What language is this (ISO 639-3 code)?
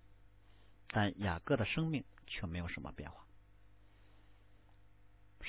zho